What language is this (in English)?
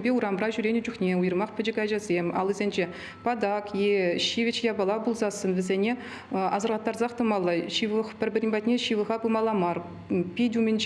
Chuvash